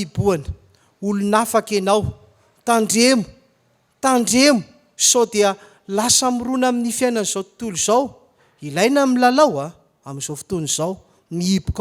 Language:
Malagasy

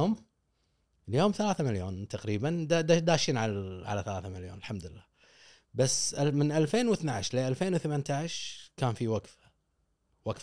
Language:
Gulf Arabic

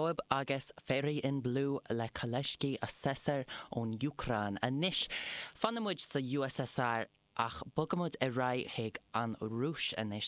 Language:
Irish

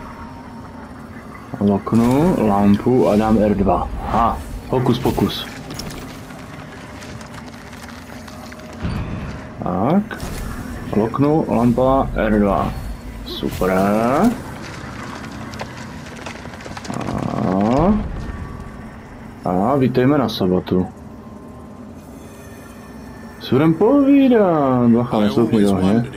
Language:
Czech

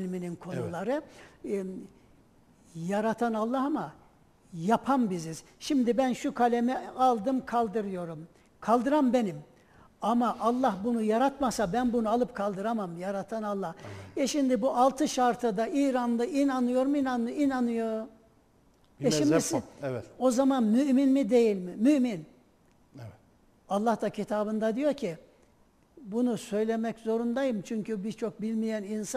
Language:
Turkish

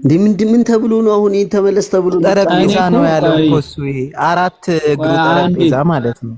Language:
Amharic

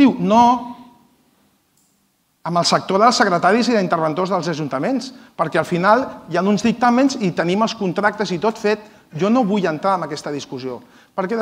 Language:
Catalan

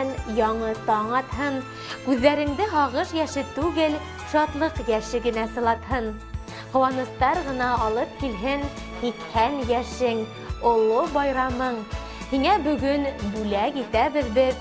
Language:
Bashkir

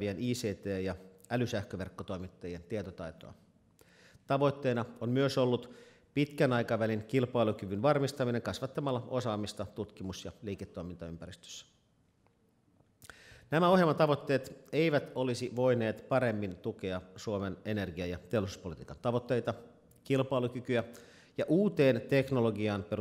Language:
Finnish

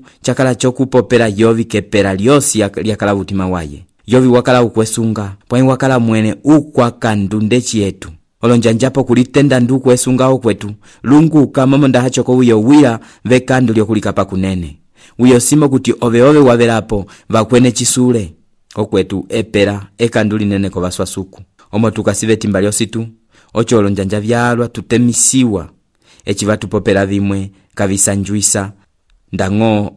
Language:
Umbundu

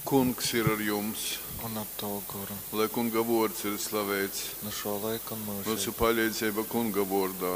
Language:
Latgalian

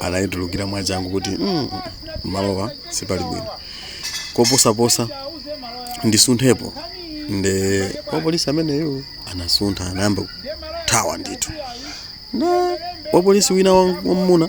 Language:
Nyanja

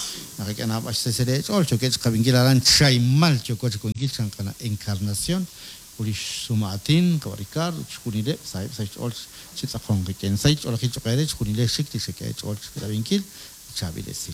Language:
Kekchí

